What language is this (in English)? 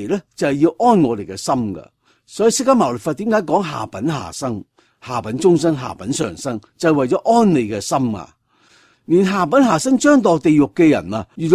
Cantonese